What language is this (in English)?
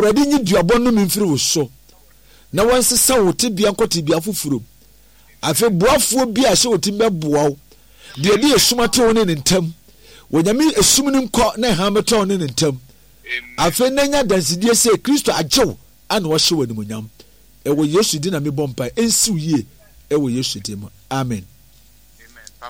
Akan